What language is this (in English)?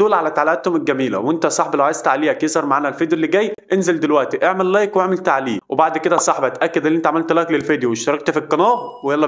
Egyptian Arabic